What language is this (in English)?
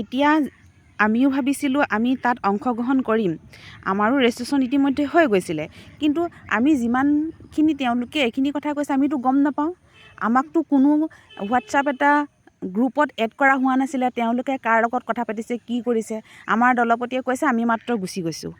Assamese